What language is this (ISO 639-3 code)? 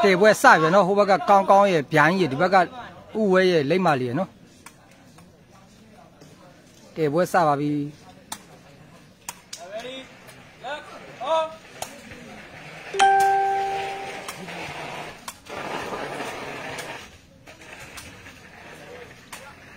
mya